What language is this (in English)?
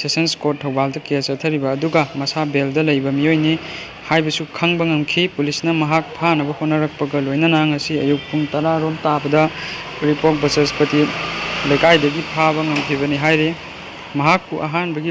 Manipuri